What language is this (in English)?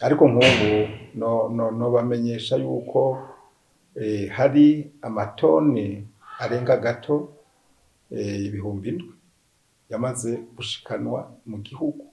Rundi